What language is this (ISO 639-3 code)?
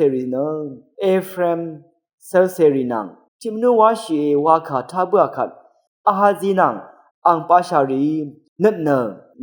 raw